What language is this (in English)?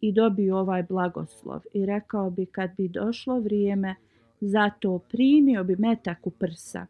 Bosnian